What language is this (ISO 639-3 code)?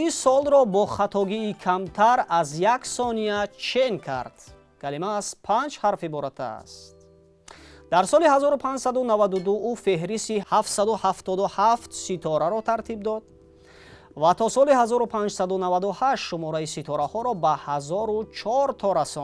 tgk